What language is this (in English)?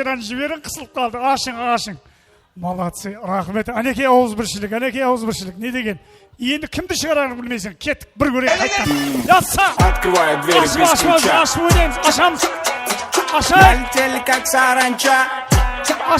Kara-Kalpak